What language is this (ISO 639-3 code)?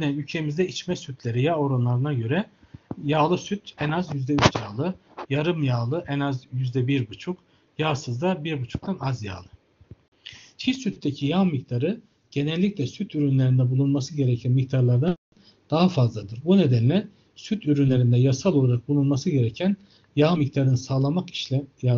tur